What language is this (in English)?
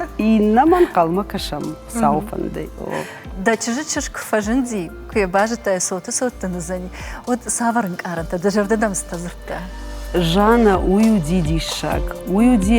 Ossetic